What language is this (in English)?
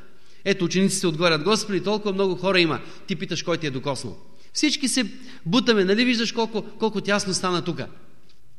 Bulgarian